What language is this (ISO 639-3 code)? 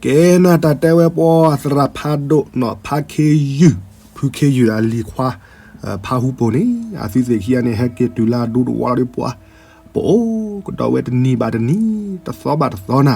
ksw